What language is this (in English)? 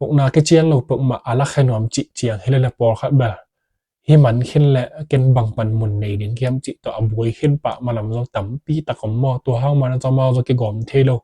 Tedim Chin